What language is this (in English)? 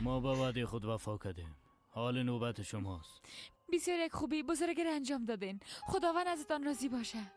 Persian